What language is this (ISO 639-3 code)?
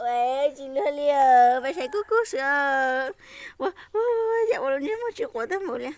hmn